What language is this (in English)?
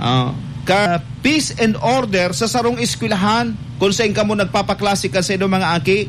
Bikol